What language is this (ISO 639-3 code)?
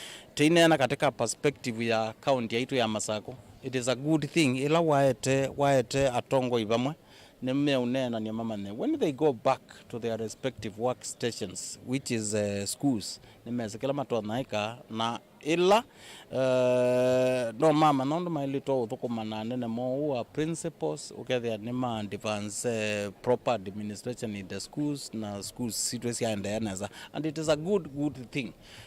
kam